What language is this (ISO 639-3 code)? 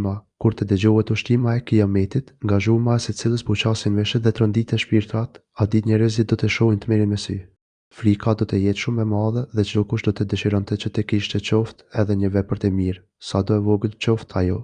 sqi